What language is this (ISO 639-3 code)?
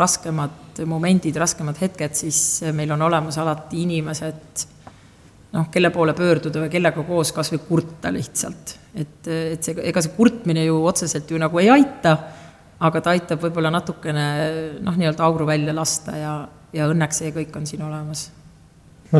est